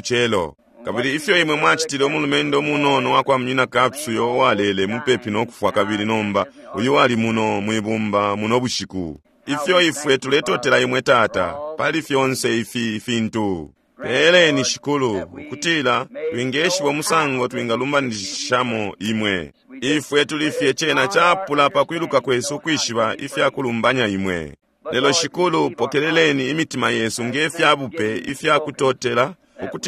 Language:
Bemba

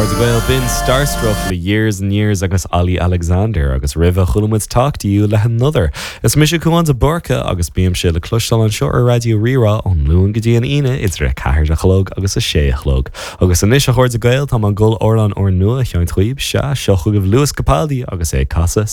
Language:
Irish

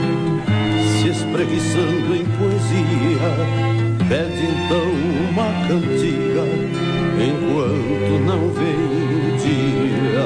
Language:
Portuguese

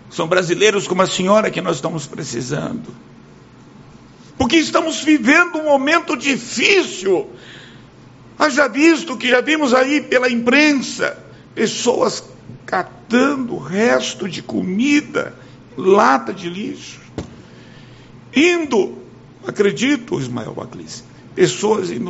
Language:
Portuguese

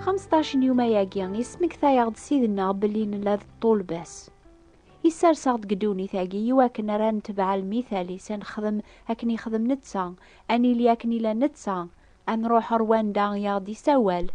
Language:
Kabyle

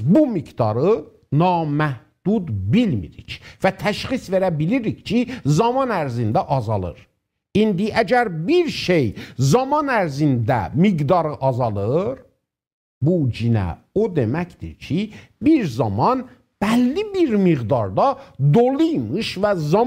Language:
South Azerbaijani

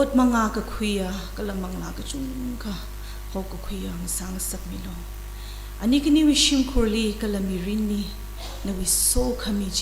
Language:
Tangkhul Naga (India)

